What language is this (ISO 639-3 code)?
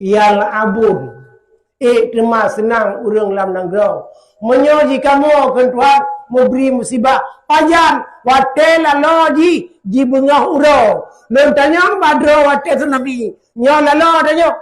ace